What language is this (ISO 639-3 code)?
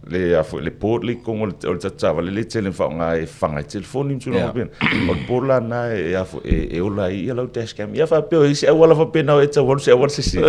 smo